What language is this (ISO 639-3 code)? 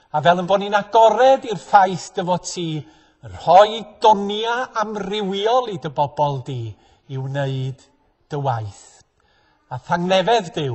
cym